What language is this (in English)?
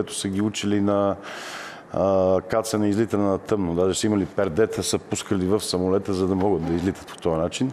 Bulgarian